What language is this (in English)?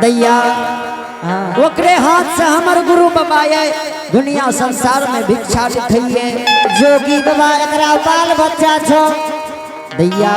Angika